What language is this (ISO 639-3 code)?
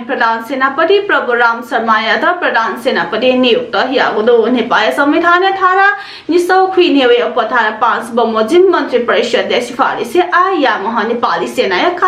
new